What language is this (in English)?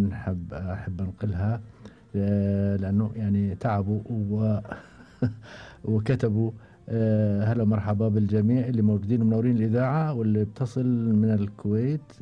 Gulf Arabic